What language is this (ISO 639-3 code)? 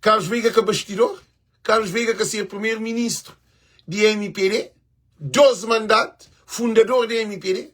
kea